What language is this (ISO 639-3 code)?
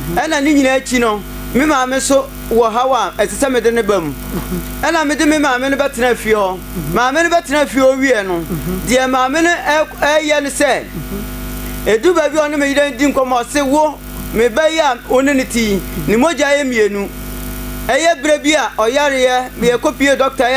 aka